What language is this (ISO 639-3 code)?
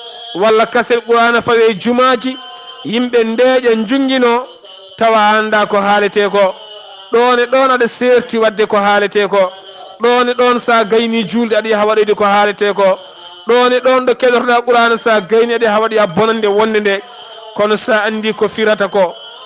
ful